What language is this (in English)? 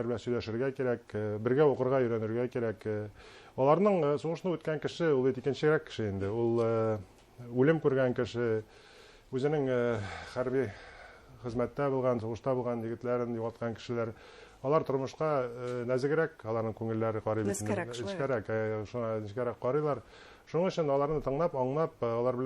Bashkir